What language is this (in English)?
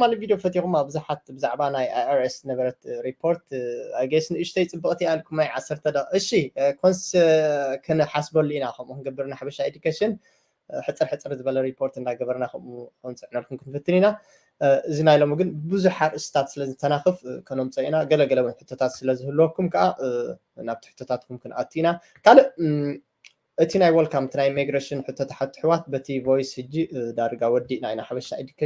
Tigrinya